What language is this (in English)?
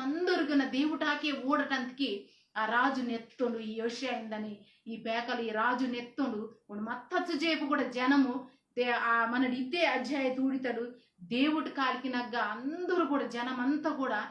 Koya